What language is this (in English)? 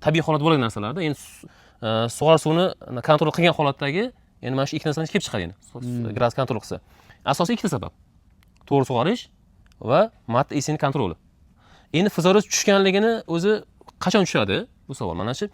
Uzbek